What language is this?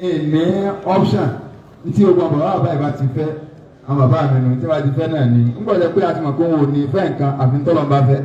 Yoruba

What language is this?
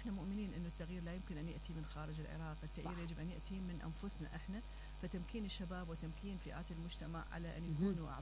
Mesopotamian Arabic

